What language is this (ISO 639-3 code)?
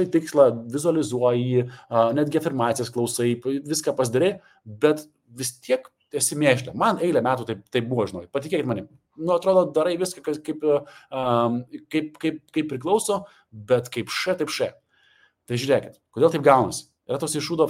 lit